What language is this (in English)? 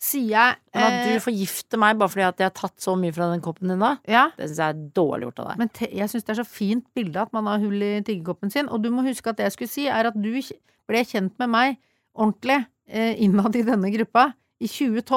Norwegian